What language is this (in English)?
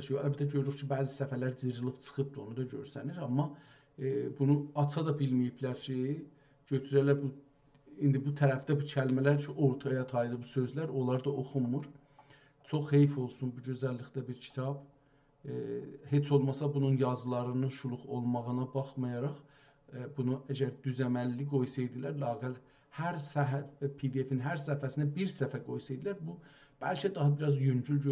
South Azerbaijani